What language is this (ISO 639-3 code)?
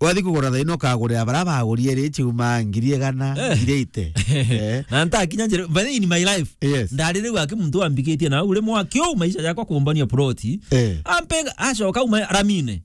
mer